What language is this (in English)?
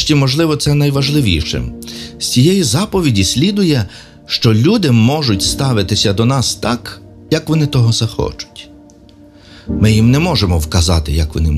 Ukrainian